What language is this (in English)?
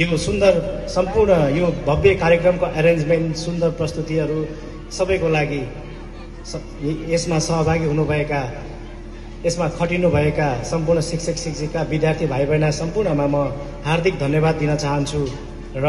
Nepali